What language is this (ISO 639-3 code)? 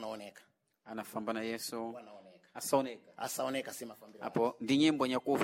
seh